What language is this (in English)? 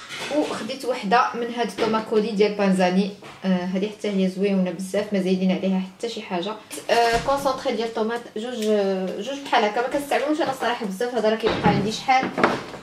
Moroccan Arabic